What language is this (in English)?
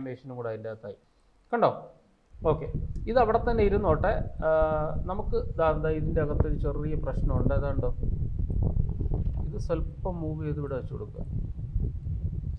Malayalam